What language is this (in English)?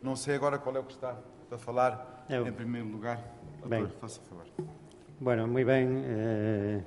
Galician